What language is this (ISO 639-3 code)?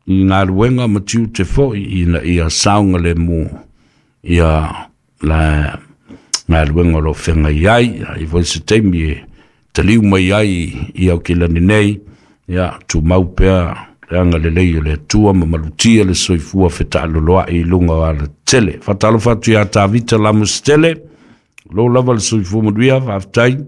smo